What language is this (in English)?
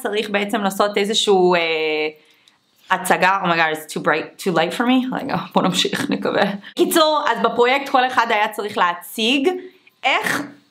Hebrew